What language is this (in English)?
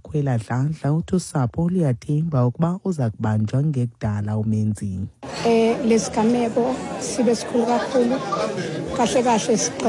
Xhosa